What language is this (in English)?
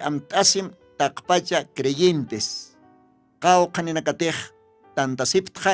Aymara